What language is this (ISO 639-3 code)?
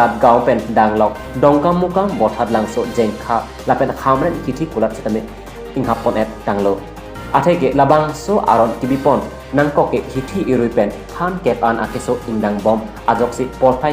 mjw